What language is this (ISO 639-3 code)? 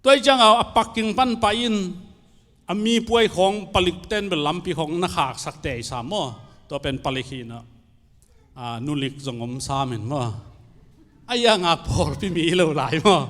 ctd